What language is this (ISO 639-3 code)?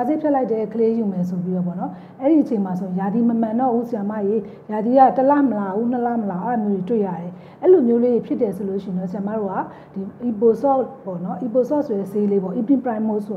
mya